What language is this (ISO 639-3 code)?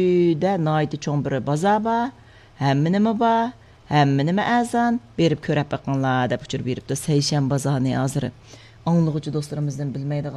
uig